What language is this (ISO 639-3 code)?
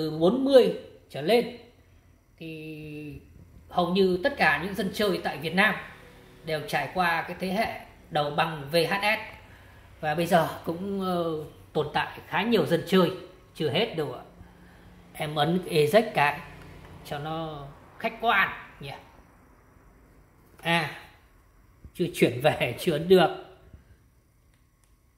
vie